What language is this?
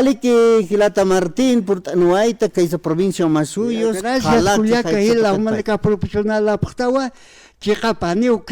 Aymara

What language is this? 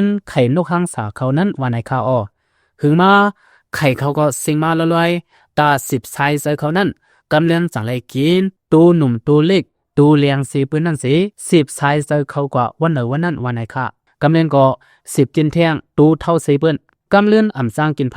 Lao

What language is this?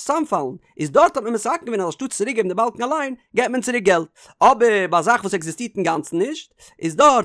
Yiddish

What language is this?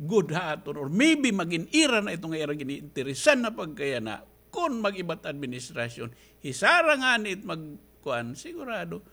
Waray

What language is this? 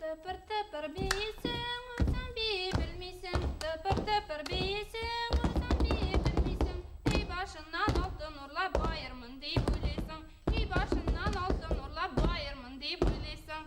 Bashkir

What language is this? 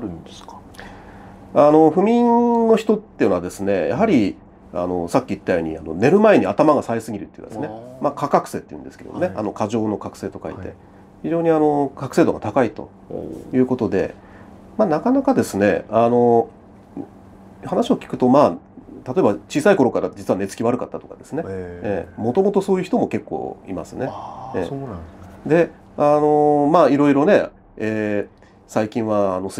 Japanese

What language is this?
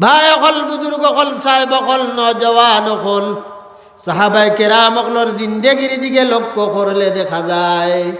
Sylheti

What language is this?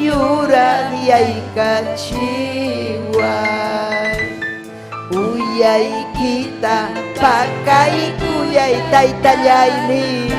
Ayacucho Quechua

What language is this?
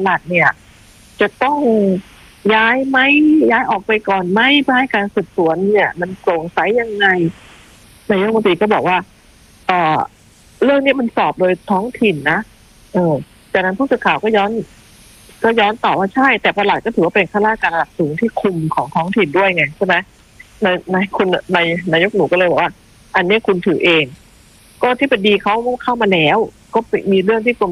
Thai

